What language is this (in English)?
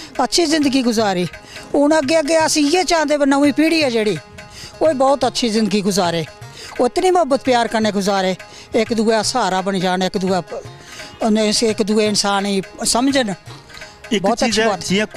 Dogri